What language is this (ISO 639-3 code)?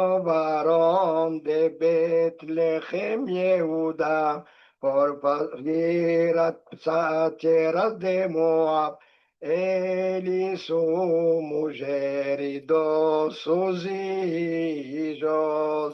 lad